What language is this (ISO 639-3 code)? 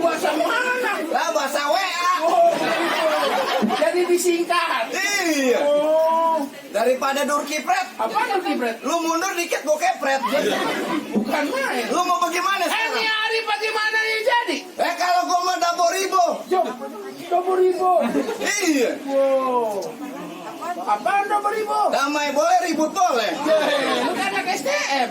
bew